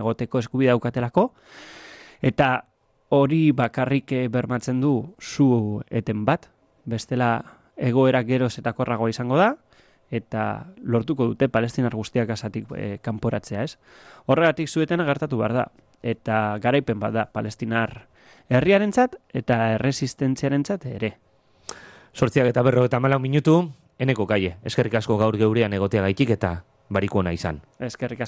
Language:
Basque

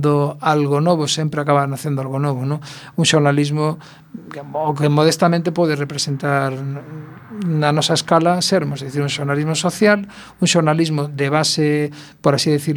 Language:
Galician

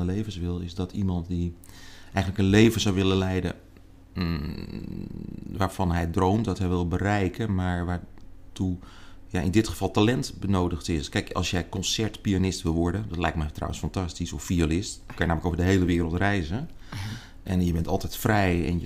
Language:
Dutch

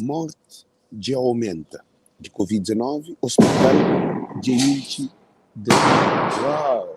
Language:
Kabuverdianu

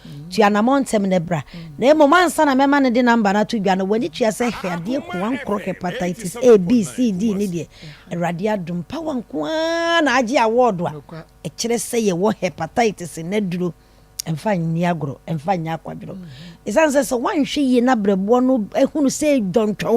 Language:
Akan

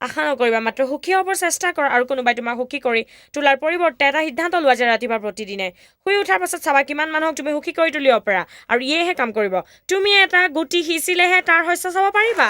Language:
Assamese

